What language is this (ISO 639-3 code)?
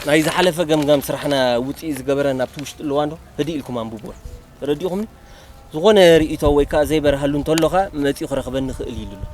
tir